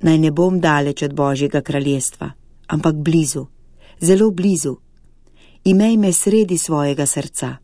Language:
Slovenian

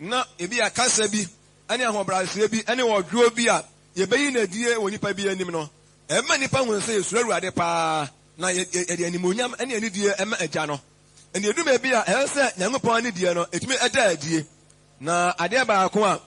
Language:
Akan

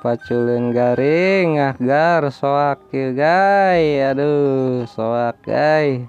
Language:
Sundanese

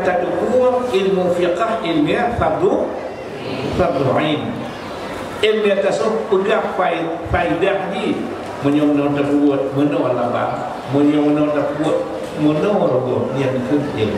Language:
Achinese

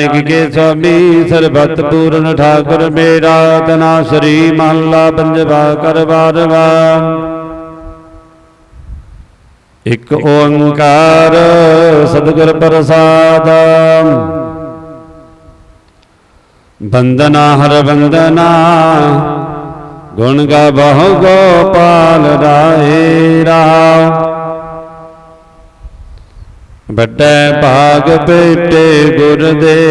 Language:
Punjabi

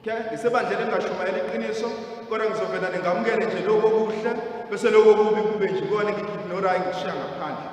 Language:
Zulu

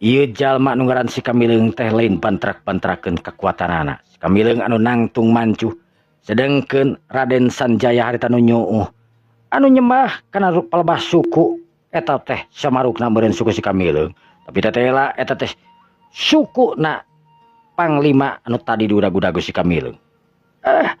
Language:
Sundanese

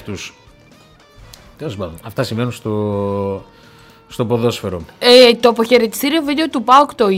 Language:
Greek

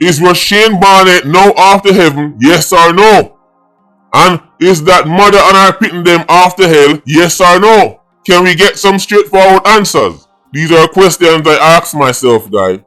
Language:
Jamaican Creole English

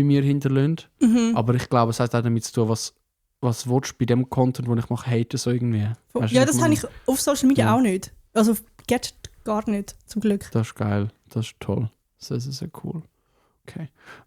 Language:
Swiss German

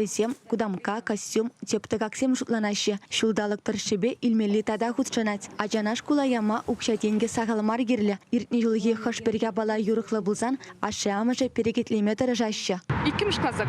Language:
Chuvash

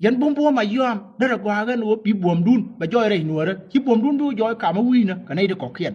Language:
Nuer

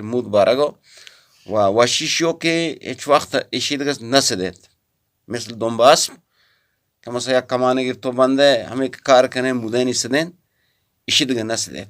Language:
Eastern Balochi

